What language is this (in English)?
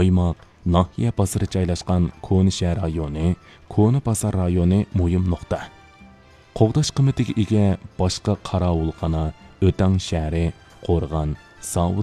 Uyghur